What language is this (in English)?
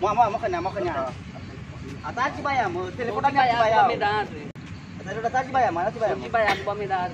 Nias